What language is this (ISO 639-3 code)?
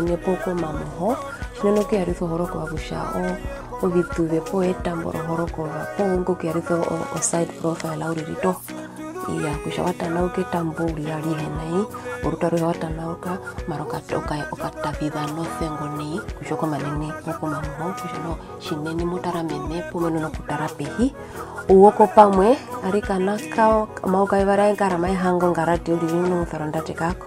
her